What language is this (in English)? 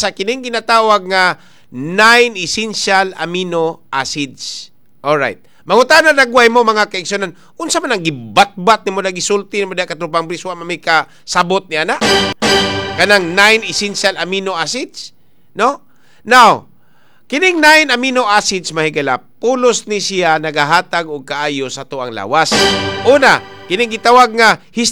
Cebuano